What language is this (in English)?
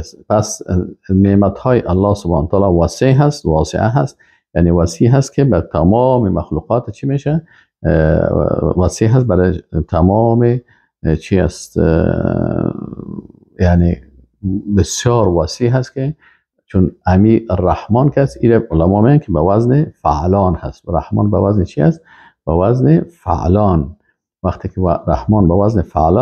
Persian